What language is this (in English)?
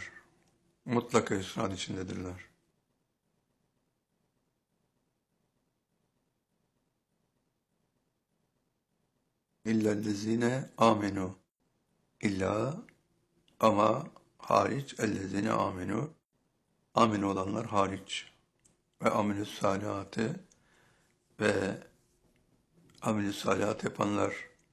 Turkish